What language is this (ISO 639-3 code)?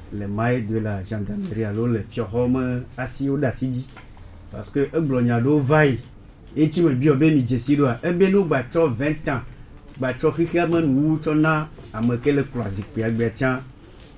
gej